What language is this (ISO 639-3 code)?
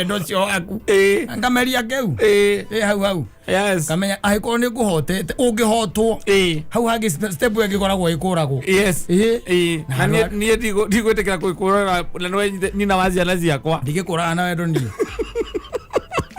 kik